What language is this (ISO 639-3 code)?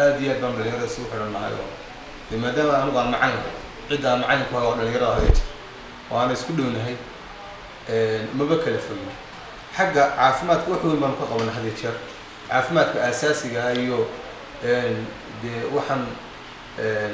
som